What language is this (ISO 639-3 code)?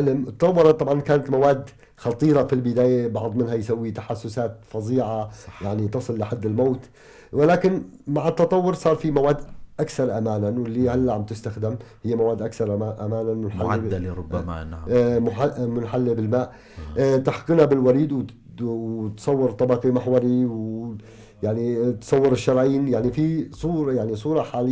apc